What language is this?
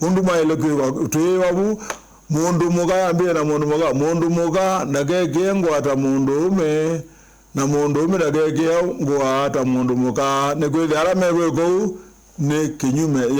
Kamba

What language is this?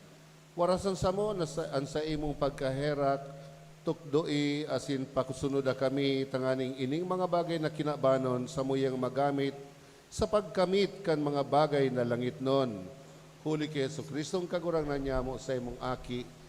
Bikol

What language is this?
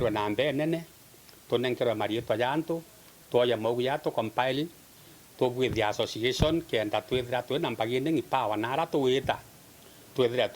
Meru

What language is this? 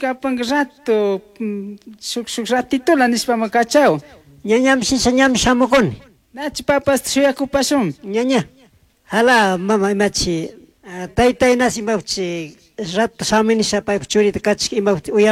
Chimborazo Highland Quichua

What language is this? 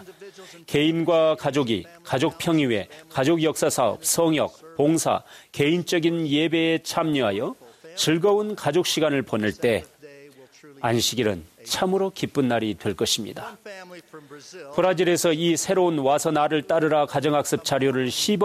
Korean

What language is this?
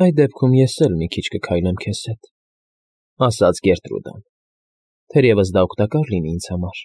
Armenian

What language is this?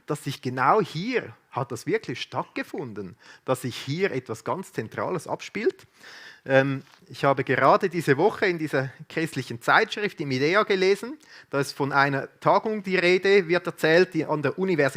Swiss German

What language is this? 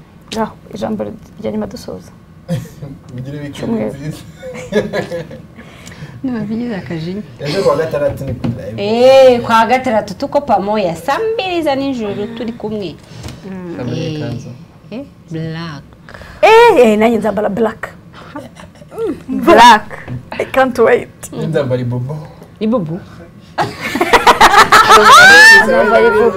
Kinyarwanda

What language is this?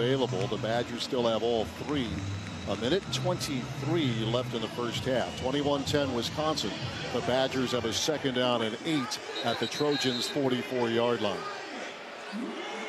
English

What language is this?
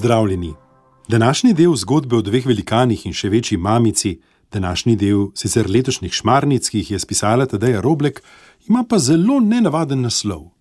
Slovenian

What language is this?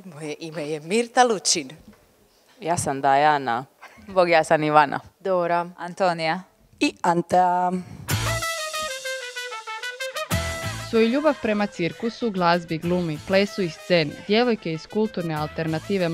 Croatian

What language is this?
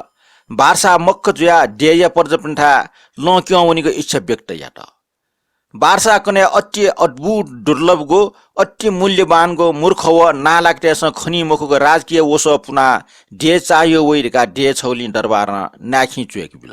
Newari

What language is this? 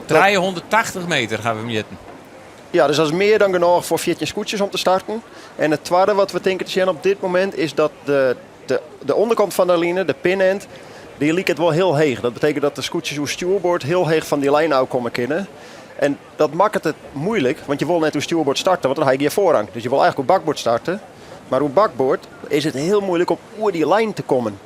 Western Frisian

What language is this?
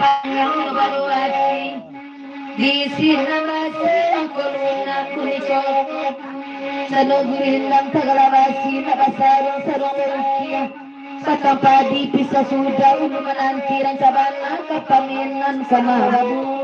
Minangkabau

